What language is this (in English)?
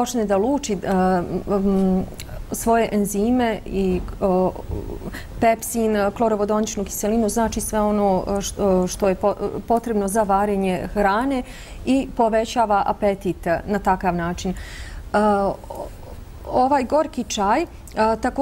Bosnian